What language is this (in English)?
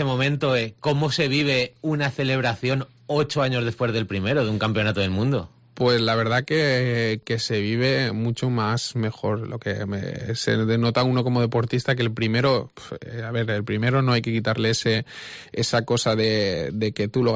Spanish